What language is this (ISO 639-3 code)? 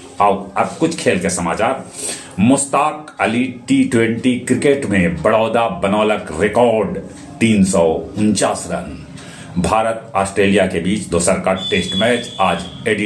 mag